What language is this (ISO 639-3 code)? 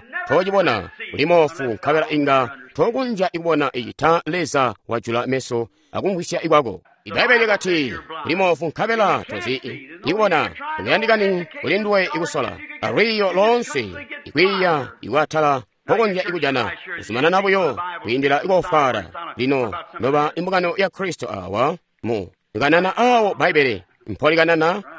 toi